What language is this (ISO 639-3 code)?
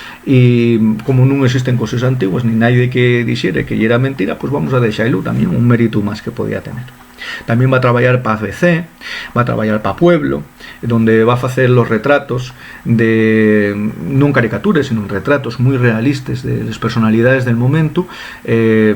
ast